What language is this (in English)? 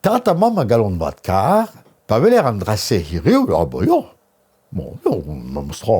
Breton